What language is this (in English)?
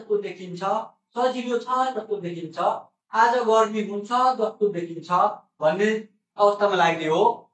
Nepali